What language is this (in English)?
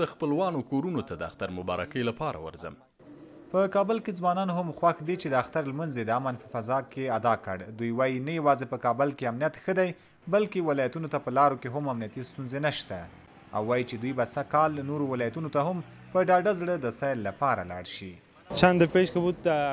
Pashto